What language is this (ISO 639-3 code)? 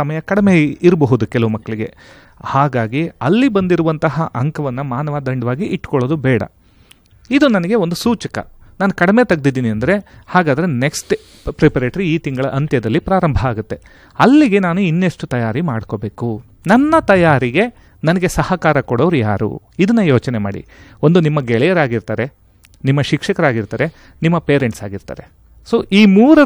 kan